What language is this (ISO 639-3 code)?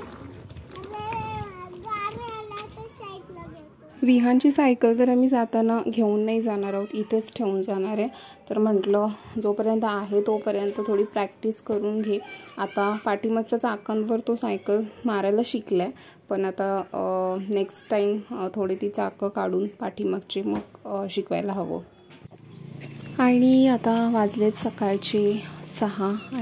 mar